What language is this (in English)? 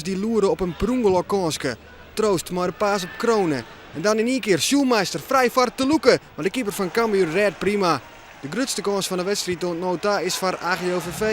Western Frisian